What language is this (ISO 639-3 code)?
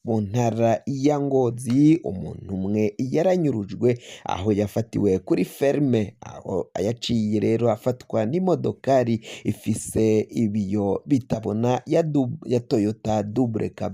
run